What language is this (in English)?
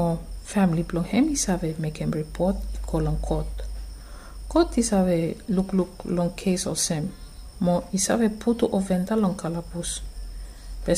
Bislama